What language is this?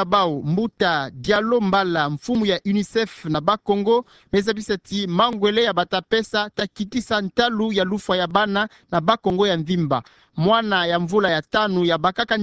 Kituba (Democratic Republic of Congo)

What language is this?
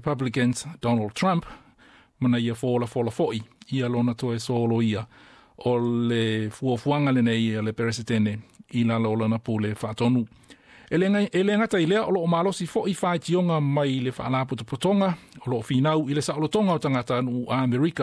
Samoan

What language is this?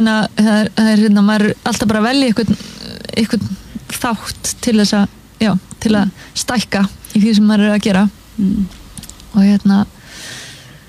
Icelandic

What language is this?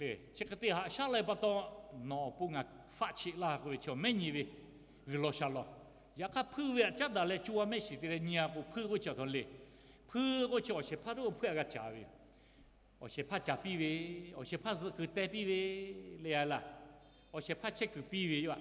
Lahu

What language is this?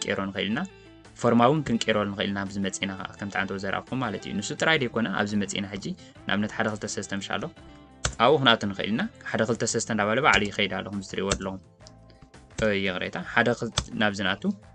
Tigrinya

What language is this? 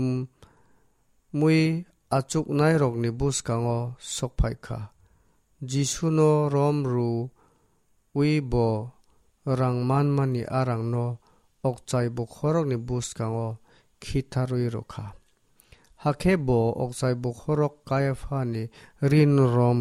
Kok Borok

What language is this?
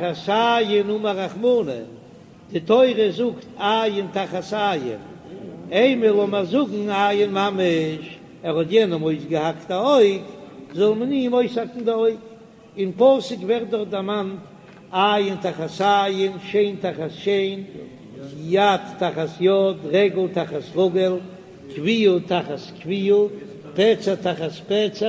Yiddish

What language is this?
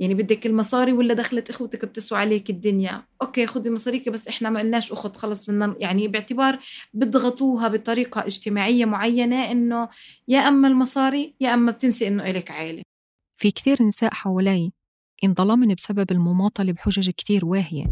North Levantine Arabic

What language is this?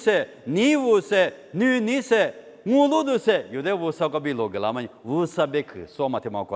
Lisu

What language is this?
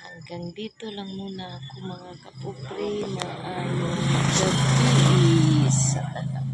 Cebuano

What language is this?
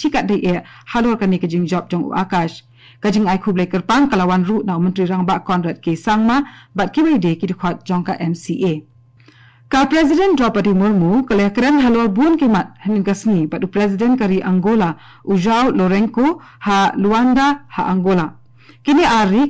Khasi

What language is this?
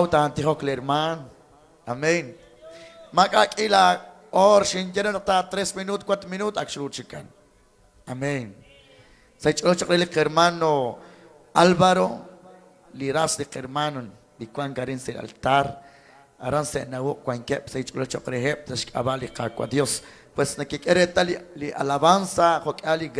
Kekchí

